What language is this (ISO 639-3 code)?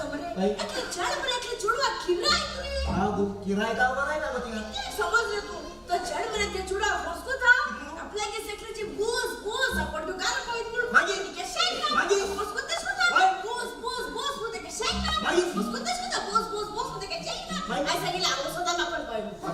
kok